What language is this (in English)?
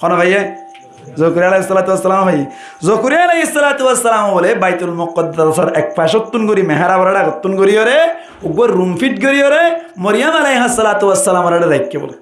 Rohingya